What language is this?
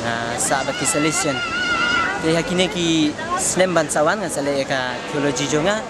Khasi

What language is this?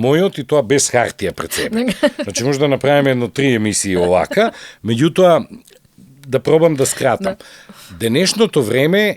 Macedonian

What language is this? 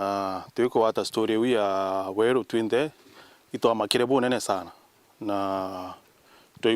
Meru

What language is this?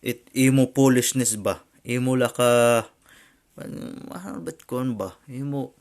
Waray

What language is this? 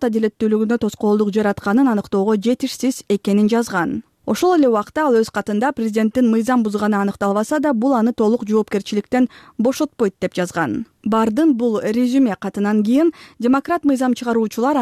Kyrgyz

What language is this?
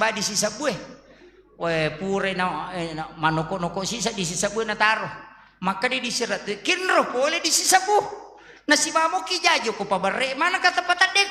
Buginese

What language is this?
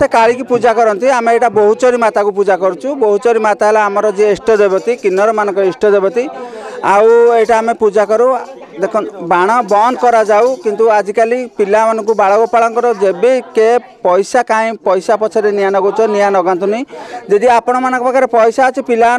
Odia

